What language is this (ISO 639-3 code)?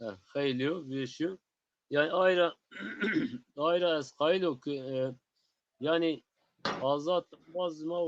zza